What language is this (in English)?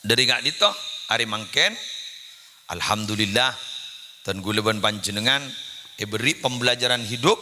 Madurese